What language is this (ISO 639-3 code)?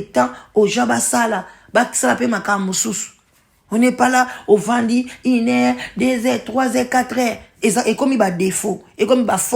lin